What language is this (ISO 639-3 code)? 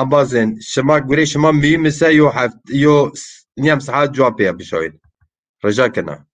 zza